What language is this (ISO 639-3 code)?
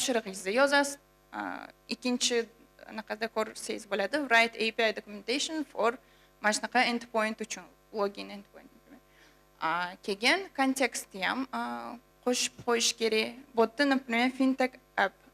uzb